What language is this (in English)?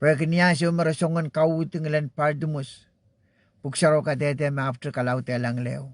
Pohnpeian